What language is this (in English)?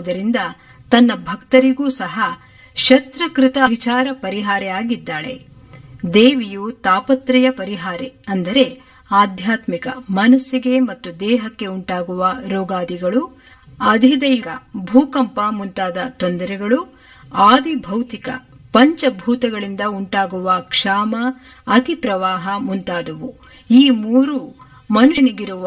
Kannada